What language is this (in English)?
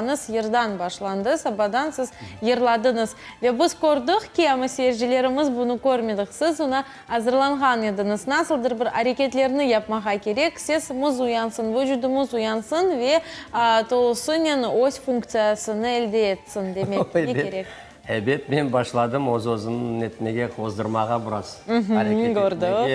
Crimean Tatar